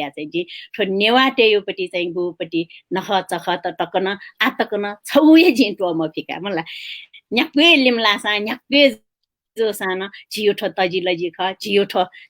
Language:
Newari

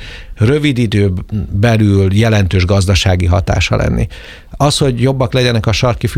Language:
Hungarian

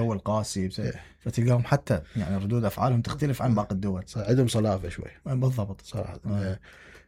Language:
Mesopotamian Arabic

